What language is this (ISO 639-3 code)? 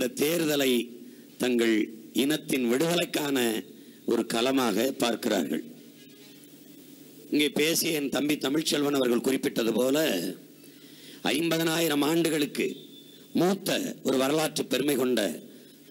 tam